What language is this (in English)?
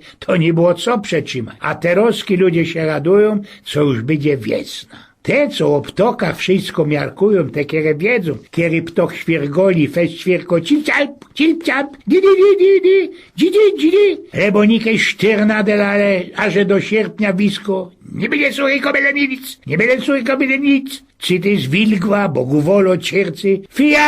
Silesian